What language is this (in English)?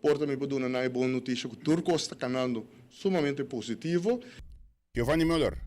Papiamento